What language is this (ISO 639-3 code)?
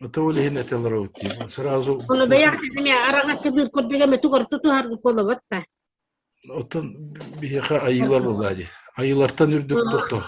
sah